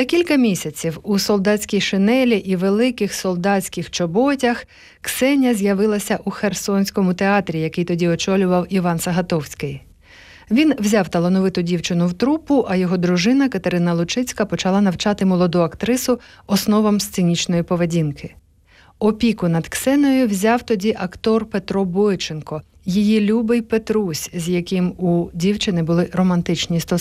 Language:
Ukrainian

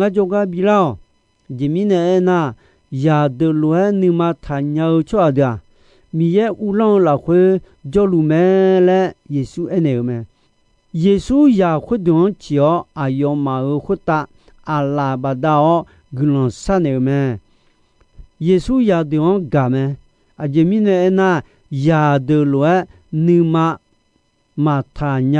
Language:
Akha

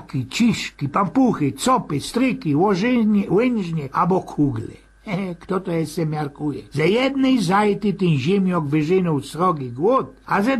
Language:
Silesian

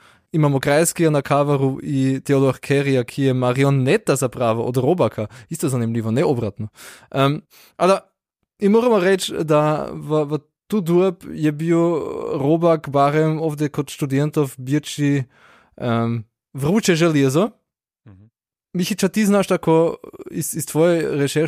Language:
Slovenian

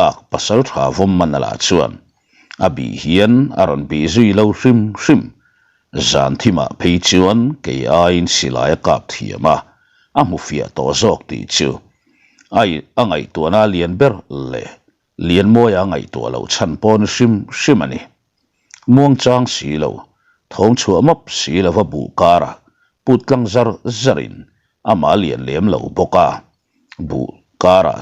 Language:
Mizo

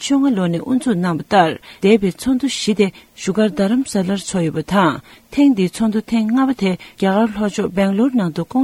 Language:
Tibetan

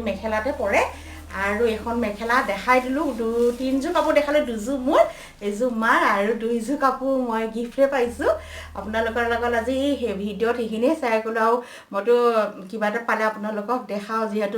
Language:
Assamese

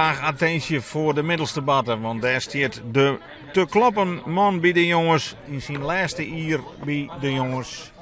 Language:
Western Frisian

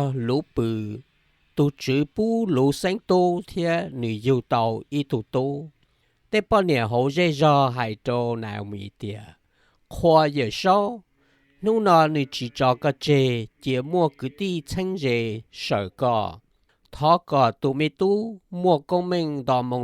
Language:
Hmong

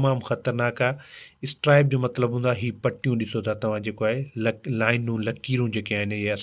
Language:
Sindhi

